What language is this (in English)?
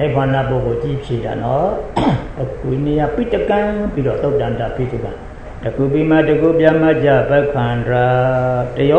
Burmese